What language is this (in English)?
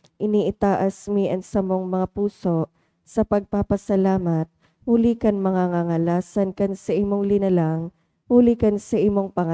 Bikol